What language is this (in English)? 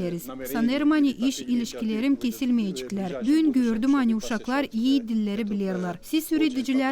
Gagauz